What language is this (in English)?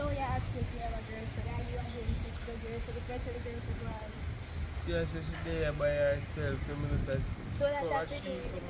Jamaican Creole English